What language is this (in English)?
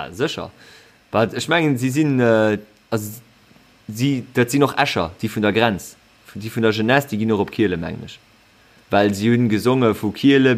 Luxembourgish